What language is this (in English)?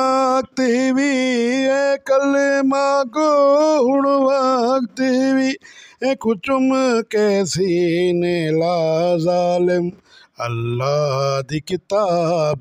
Saraiki